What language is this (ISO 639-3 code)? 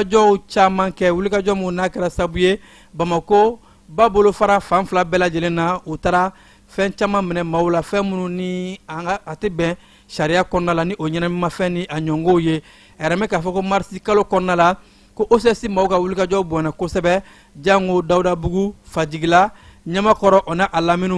bam